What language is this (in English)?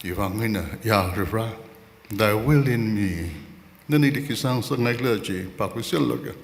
Tangkhul Naga (India)